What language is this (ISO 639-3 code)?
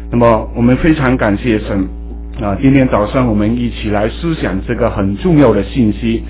zho